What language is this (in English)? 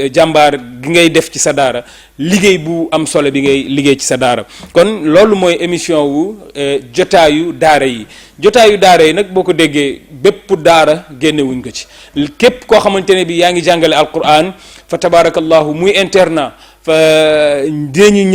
Wolof